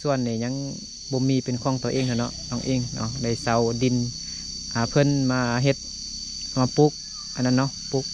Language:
Lao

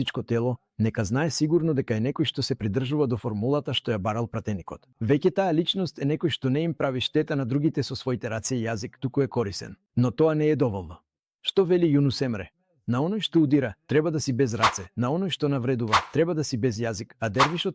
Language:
Macedonian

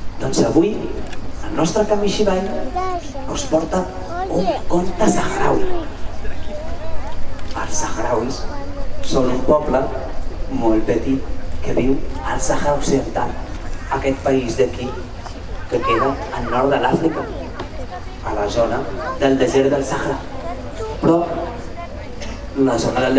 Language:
Catalan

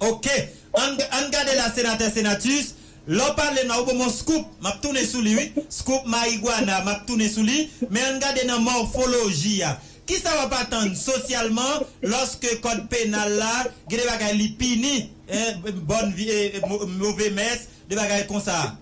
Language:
Haitian Creole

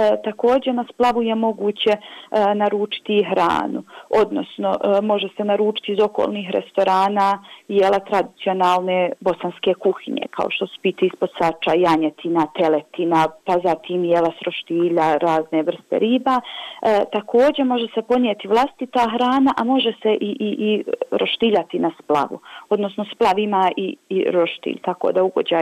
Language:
Bosnian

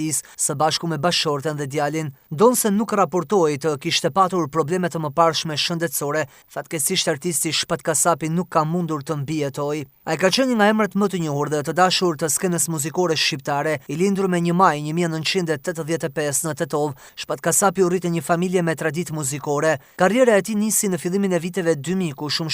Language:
Albanian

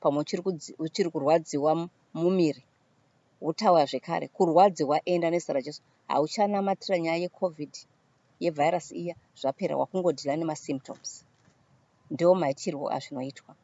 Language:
Shona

